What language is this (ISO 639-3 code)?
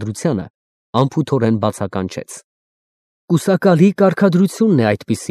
hye